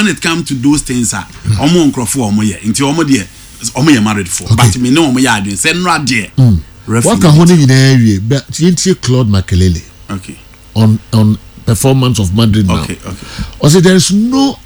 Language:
Akan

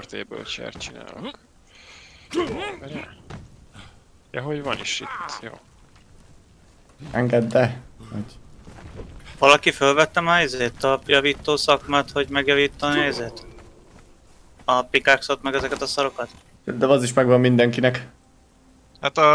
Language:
Hungarian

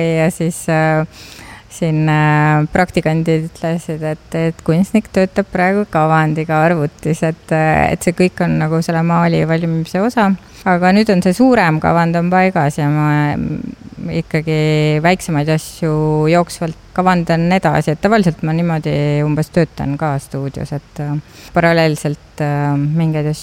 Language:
Estonian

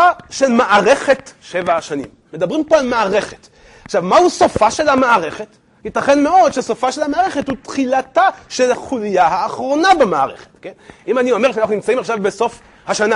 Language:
Hebrew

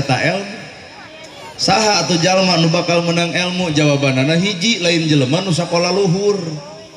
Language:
Sundanese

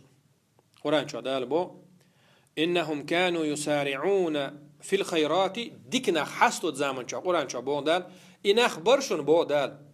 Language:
Chechen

